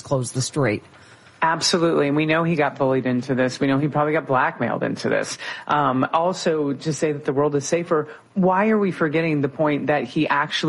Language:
English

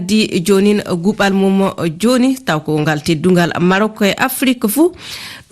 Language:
Fula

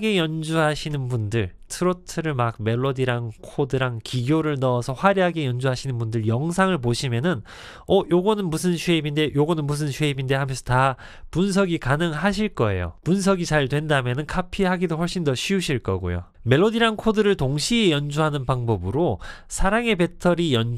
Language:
Korean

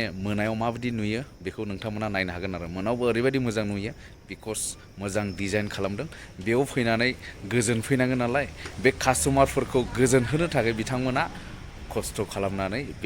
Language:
Bodo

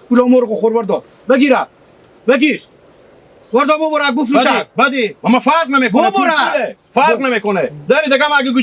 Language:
Hazaragi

